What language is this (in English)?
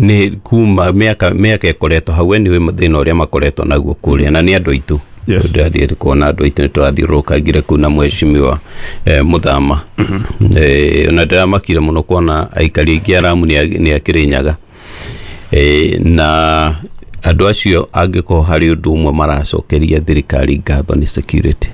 Kikuyu